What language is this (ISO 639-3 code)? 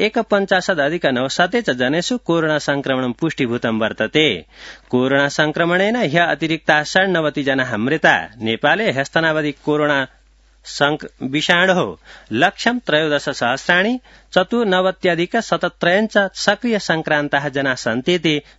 san